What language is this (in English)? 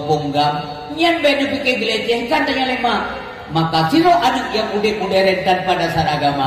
Achinese